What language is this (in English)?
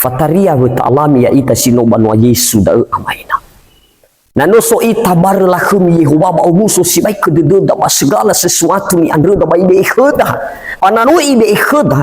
Nias